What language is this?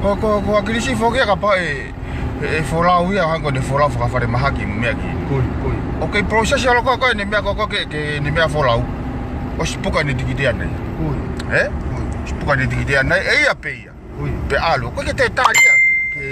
Tongan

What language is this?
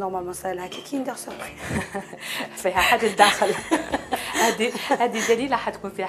Algerian Arabic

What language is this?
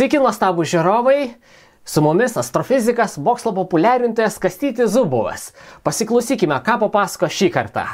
Lithuanian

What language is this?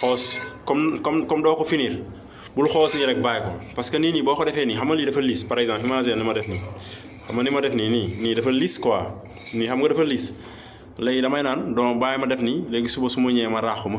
Wolof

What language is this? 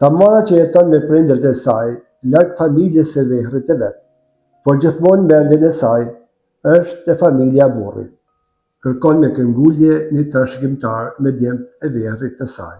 Albanian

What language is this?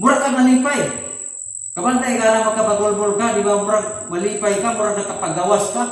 Cebuano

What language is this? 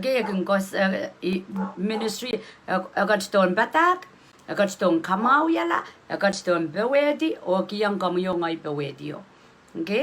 Pohnpeian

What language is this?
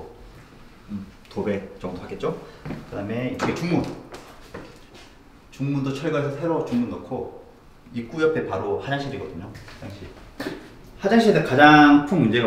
Korean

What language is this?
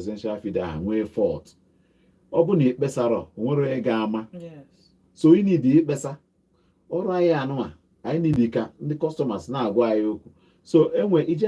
Igbo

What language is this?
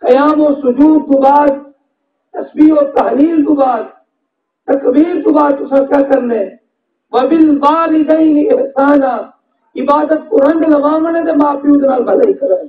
Saraiki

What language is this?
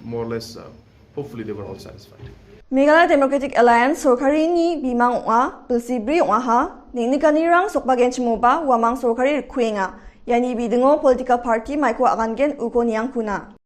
Garo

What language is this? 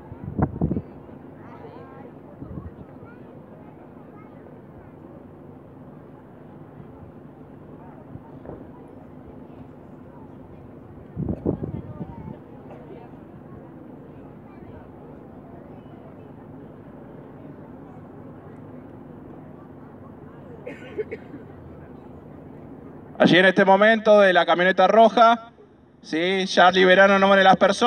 Spanish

